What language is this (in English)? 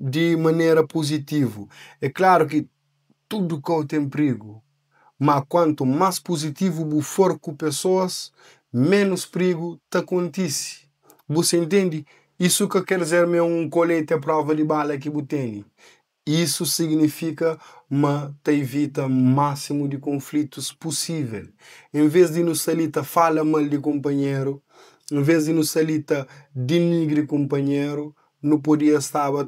Kabuverdianu